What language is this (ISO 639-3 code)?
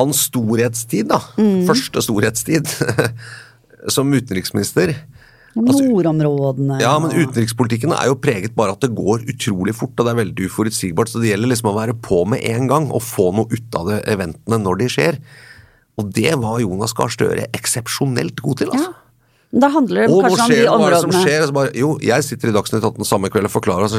nor